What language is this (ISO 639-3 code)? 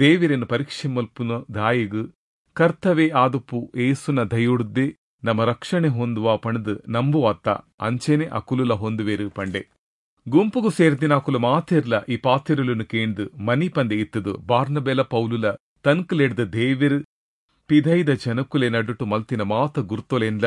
tcy